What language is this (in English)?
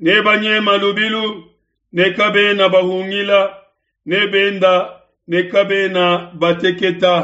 Luba-Lulua